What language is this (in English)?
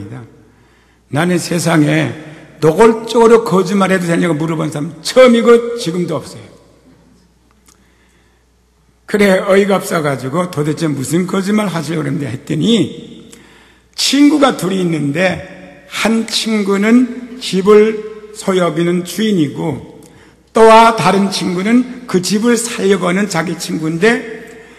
Korean